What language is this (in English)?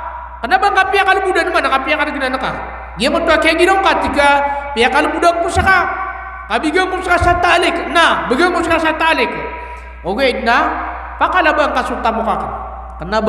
Maranao